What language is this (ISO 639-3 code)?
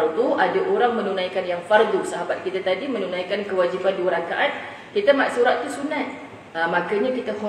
msa